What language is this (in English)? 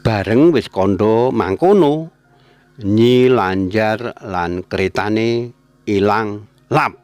Javanese